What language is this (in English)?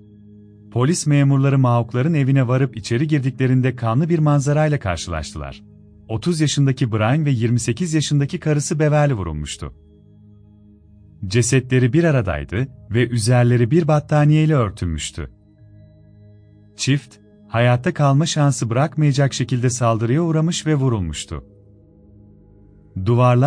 Turkish